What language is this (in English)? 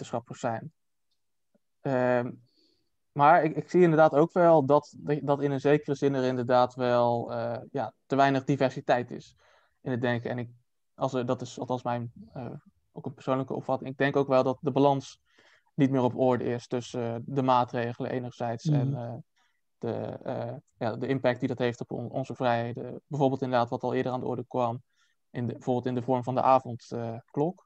Dutch